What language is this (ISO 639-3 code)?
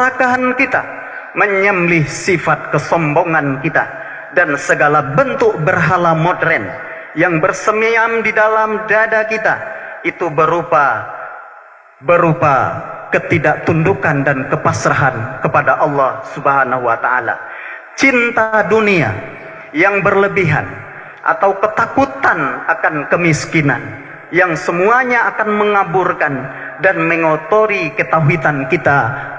ind